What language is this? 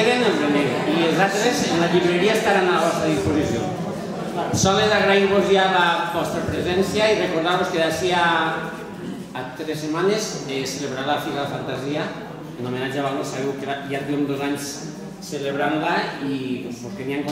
Catalan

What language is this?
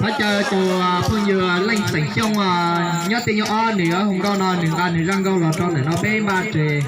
Hmong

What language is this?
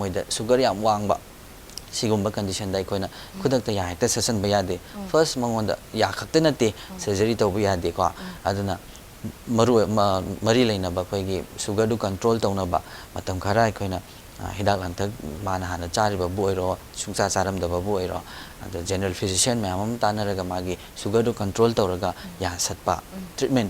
Manipuri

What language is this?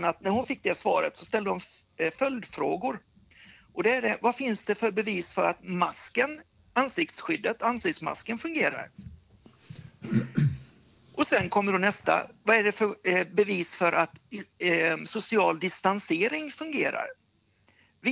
Swedish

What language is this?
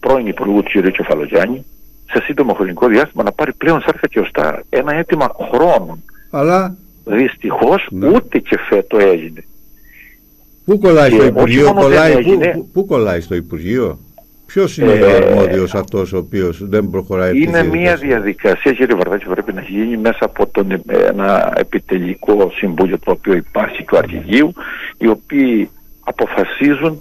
Greek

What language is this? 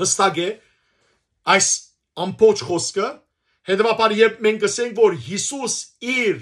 Western Armenian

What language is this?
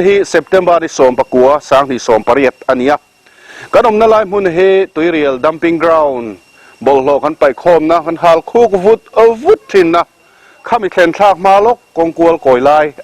Mizo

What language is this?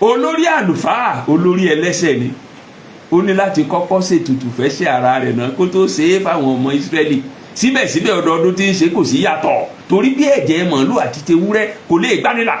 Yoruba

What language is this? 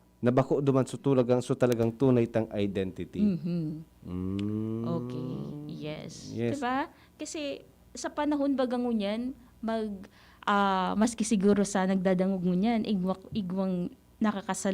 Bikol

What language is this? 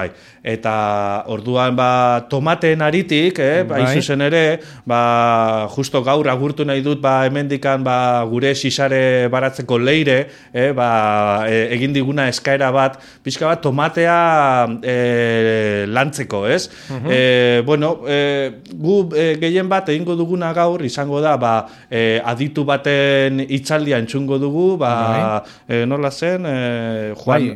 Basque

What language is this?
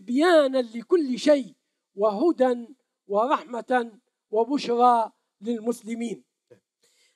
Arabic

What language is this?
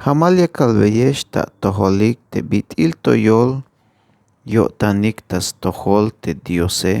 Tzeltal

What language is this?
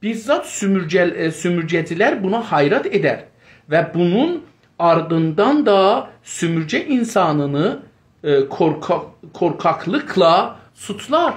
South Azerbaijani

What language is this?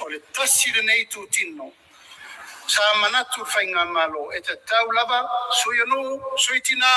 Samoan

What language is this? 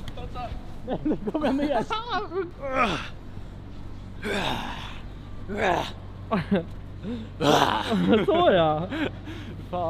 Swedish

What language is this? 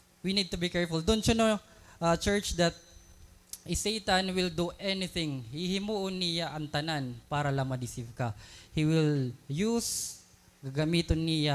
Waray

